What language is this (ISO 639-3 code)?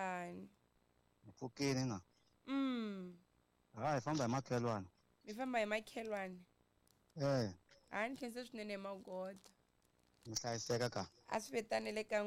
tso